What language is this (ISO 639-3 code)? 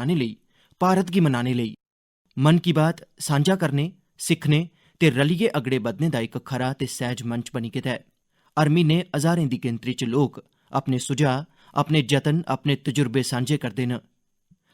doi